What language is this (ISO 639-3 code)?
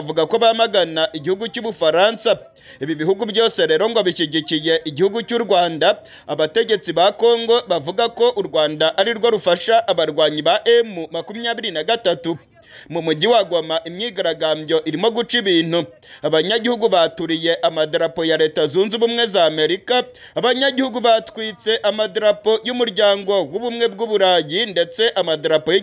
kin